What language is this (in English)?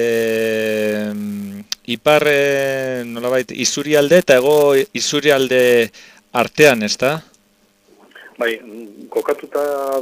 Basque